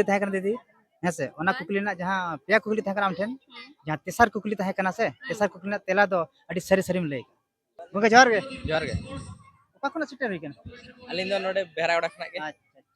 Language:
Santali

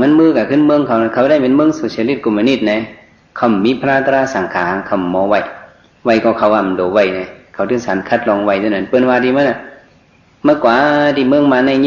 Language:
Shan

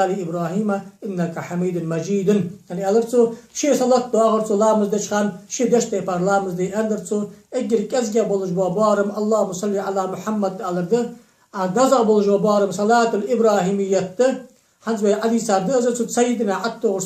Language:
Ingush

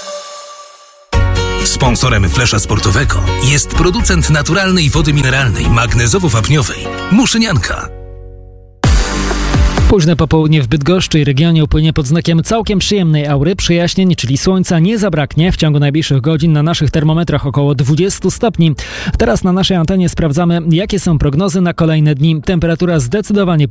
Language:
Polish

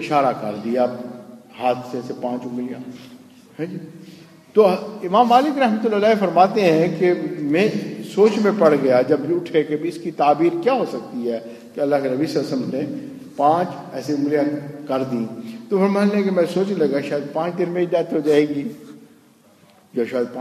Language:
Urdu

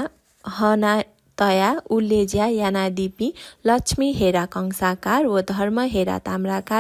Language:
Newari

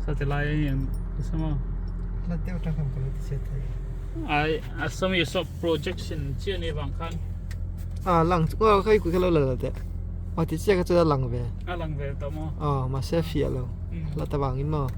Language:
Mizo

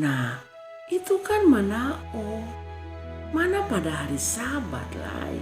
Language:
Kupang Malay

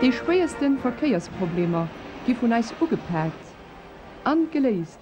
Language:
Luxembourgish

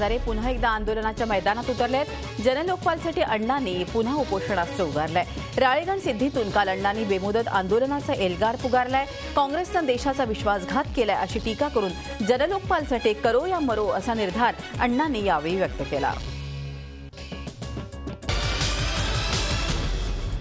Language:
Marathi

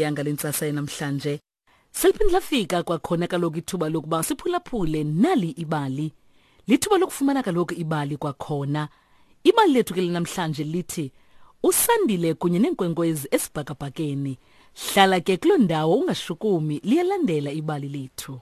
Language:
Xhosa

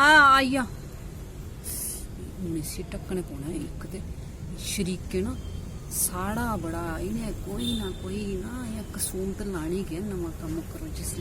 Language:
Dogri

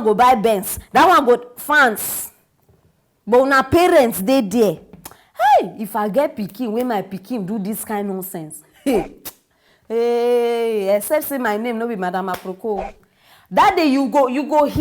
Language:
Nigerian Pidgin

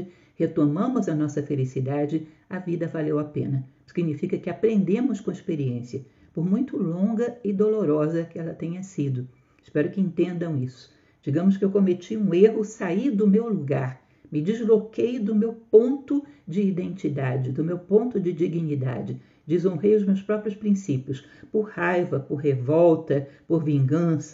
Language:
Portuguese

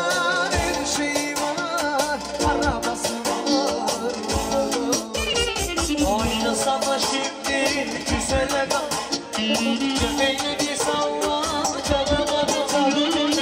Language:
Turkish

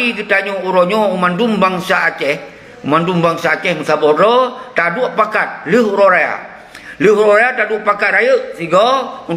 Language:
Achinese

